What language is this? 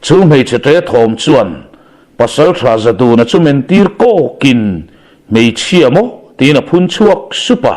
Mizo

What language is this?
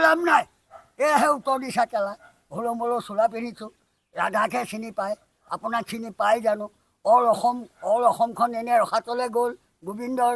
Assamese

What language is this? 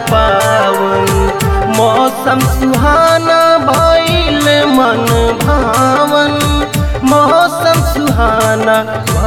Bhojpuri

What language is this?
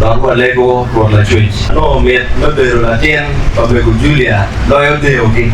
Acoli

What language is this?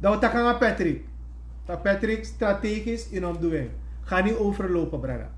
Sranan Tongo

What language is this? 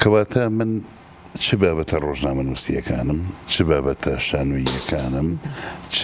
Central Kurdish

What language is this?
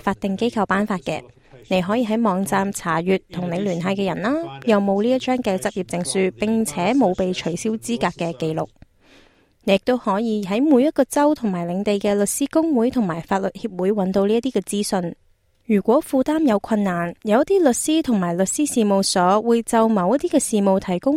Cantonese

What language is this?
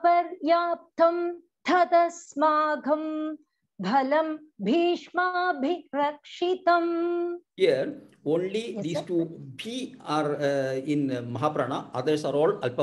Sanskrit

